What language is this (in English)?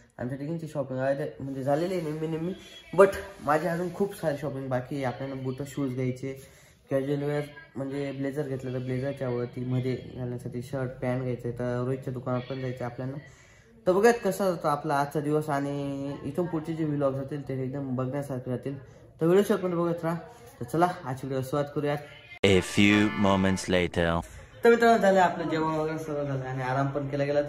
Marathi